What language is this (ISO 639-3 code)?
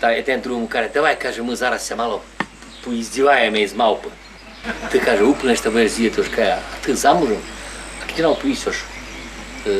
rue